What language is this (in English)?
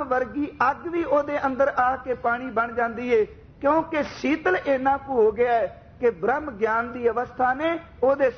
Punjabi